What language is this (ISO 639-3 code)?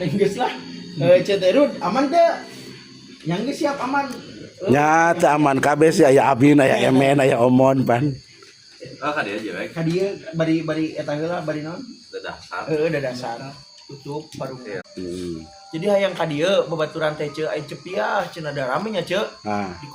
sun